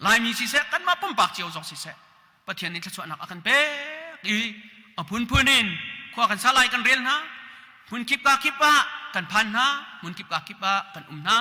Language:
Hakha Chin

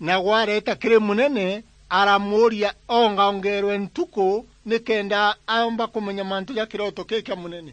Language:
Meru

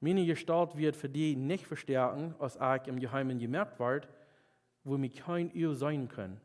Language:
Plautdietsch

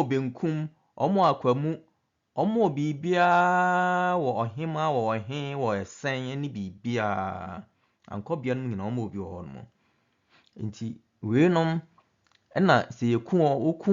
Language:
Akan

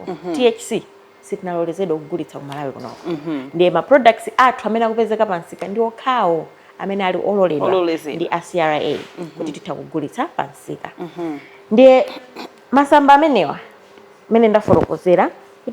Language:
Nyanja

